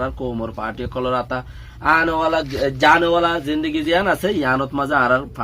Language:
Rohingya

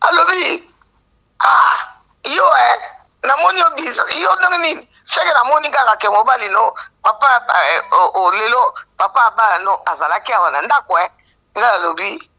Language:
Lingala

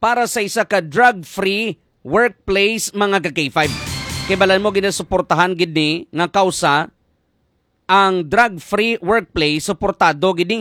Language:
Hiligaynon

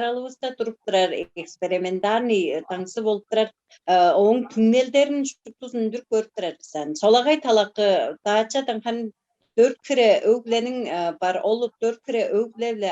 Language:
Tuvinian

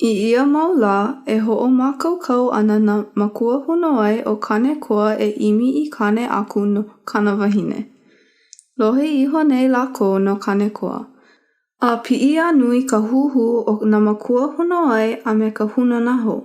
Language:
Hawaiian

